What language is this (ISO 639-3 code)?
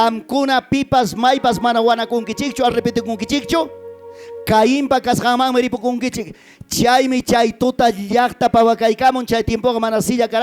quy